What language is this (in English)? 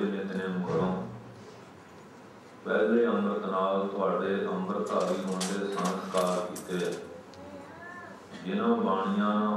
Punjabi